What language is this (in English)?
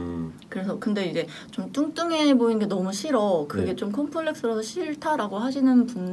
Korean